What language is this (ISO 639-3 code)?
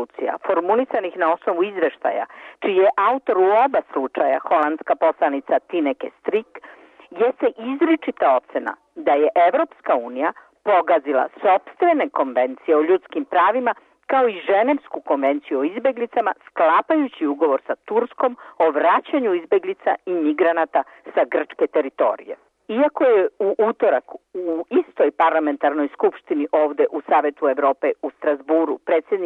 srp